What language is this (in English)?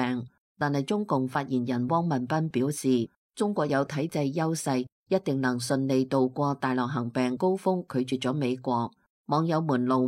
Cantonese